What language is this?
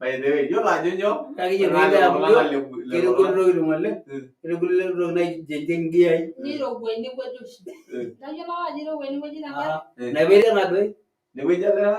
Masai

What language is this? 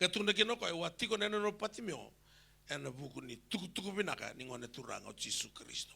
Fijian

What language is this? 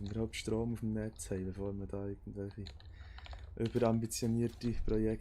Swiss German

